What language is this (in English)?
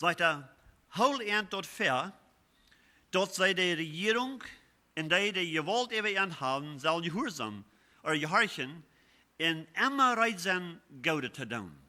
Plautdietsch